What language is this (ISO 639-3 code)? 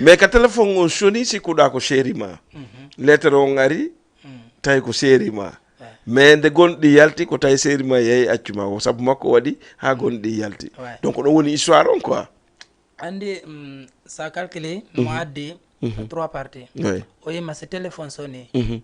ful